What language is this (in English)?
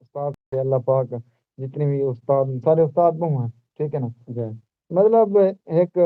Saraiki